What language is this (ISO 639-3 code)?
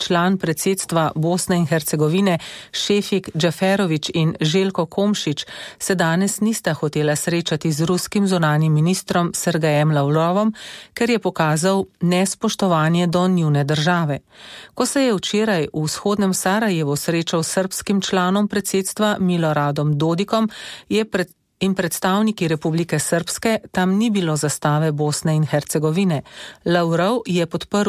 slv